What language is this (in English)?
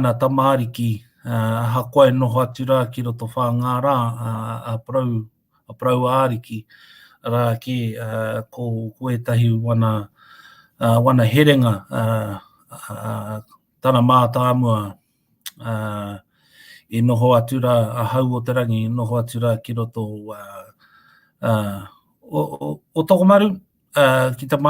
Māori